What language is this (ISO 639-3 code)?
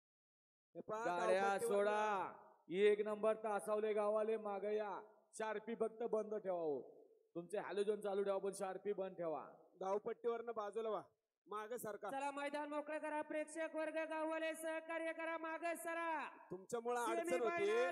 mar